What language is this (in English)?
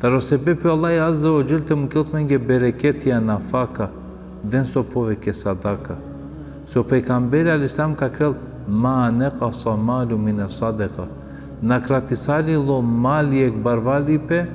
Balkan Romani